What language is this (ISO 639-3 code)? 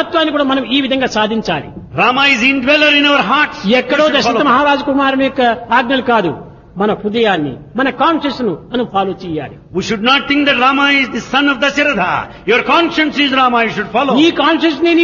tel